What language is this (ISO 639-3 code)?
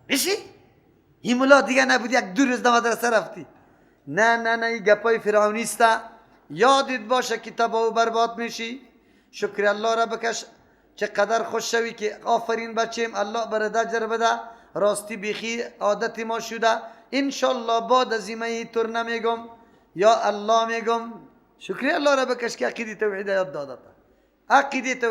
fas